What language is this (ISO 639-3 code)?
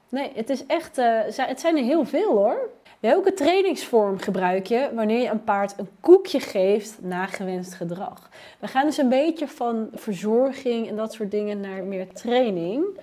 nld